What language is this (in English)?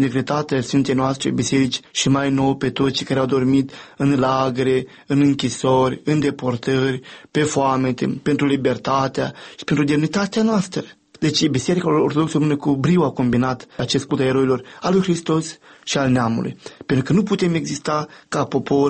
Romanian